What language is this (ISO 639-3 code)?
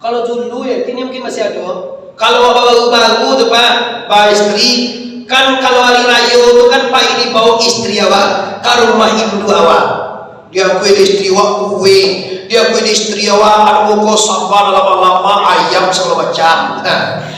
min